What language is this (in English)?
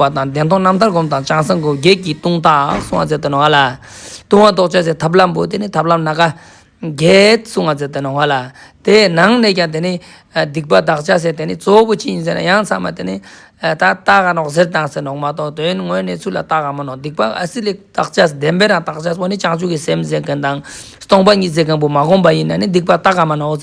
Ladakhi